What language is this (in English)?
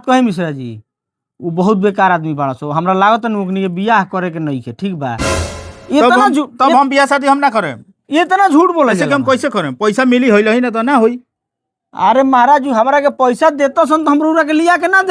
Bhojpuri